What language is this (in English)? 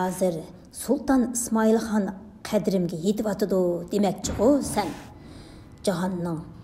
Uyghur